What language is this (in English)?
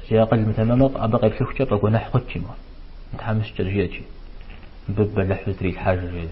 Kabardian